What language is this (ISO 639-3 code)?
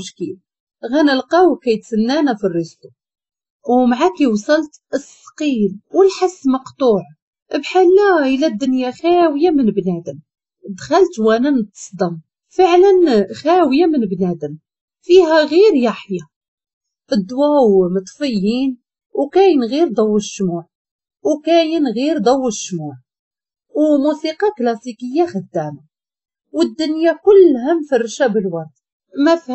ary